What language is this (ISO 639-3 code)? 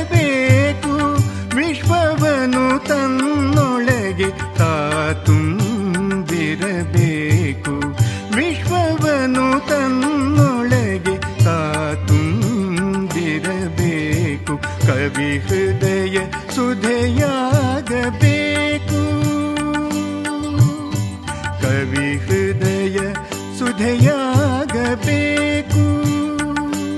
kan